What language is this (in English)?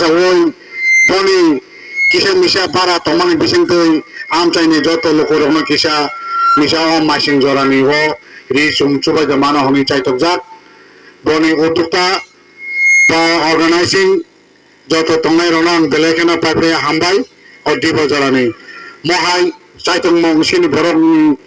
Kok Borok